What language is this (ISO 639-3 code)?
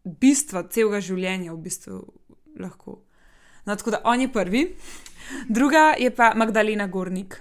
slv